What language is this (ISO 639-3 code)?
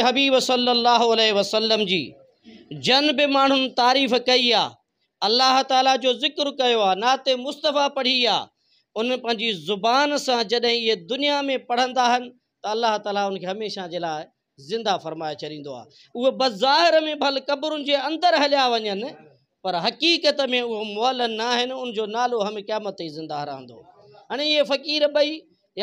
snd